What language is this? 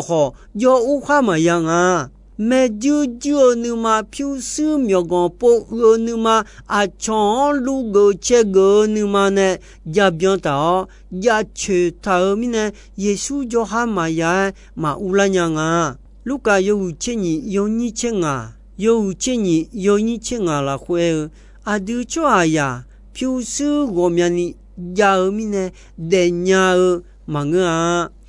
Akha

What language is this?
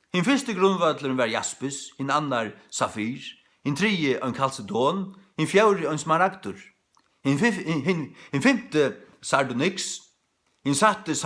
Faroese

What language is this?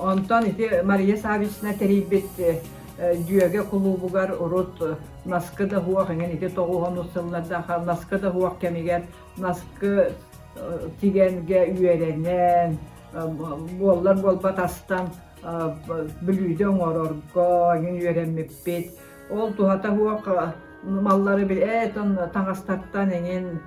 Yakut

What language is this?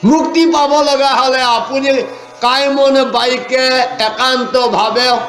Assamese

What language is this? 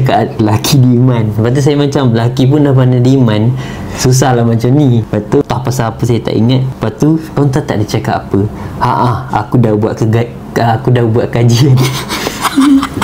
Malay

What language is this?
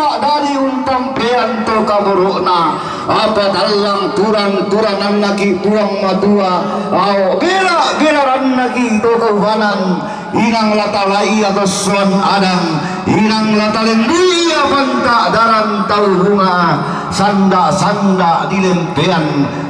Toraja-Sa'dan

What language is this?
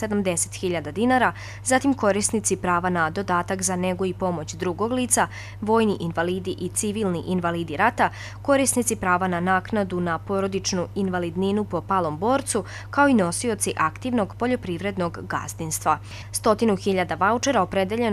Serbian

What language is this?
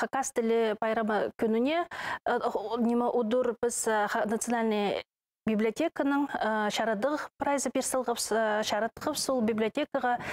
Khakas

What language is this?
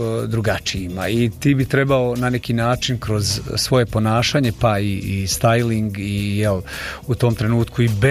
Bosnian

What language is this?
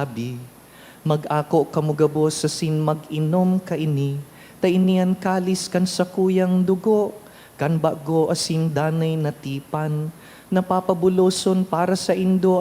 Bikol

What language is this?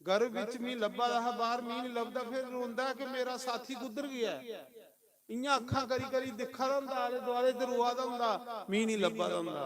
Dogri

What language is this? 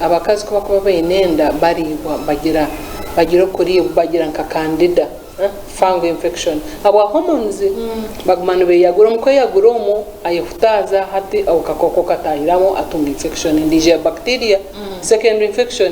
Nyankole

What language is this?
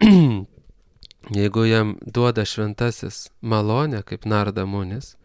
Lithuanian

